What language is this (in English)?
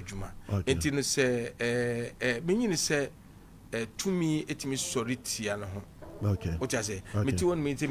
Akan